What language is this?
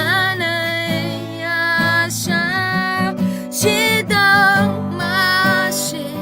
Akha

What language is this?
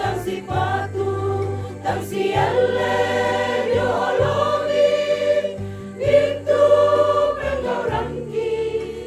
Toraja-Sa'dan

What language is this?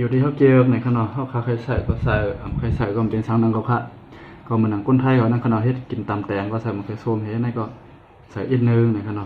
Shan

